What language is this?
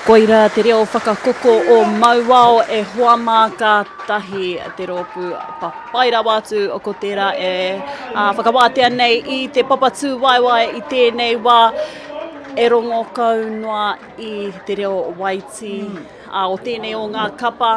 Māori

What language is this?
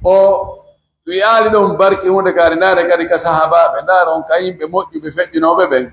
Pular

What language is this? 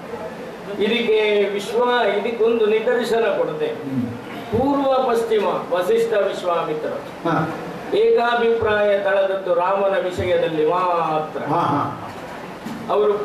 Kannada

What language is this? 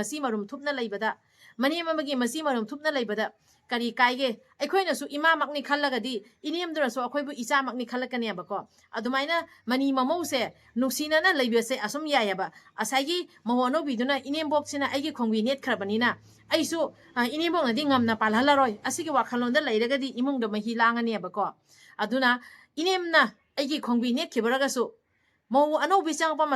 Manipuri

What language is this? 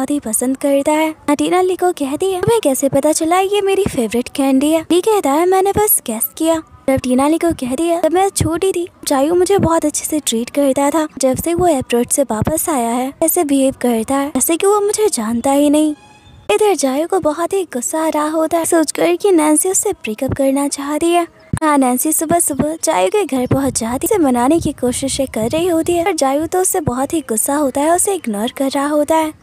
Hindi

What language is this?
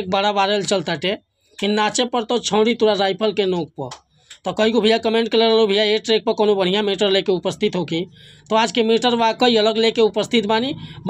Bhojpuri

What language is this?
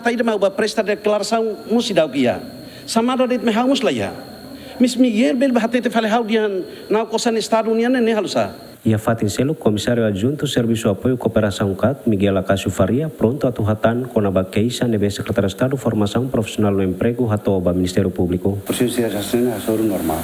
Tetum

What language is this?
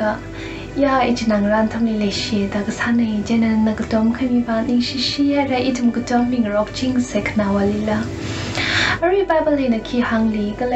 Tangkhul Naga (India)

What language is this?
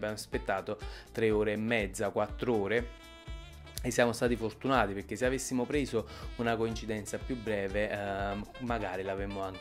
Italian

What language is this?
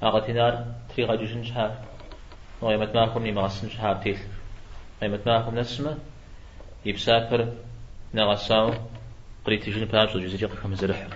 Kabardian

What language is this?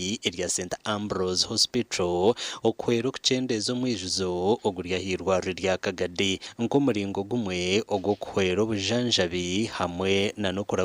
Nyankole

